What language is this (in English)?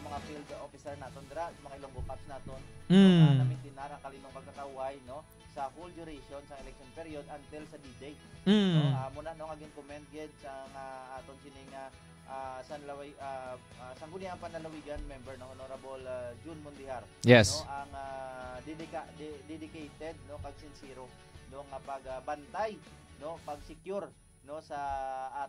Hiligaynon